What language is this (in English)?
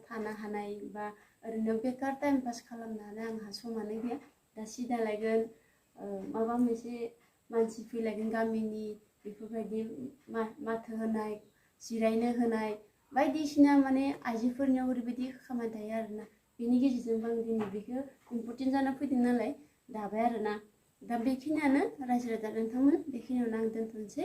Bodo